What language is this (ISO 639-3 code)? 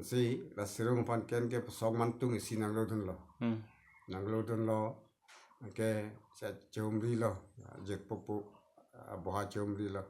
mjw